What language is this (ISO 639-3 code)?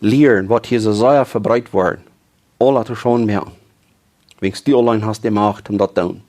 pdt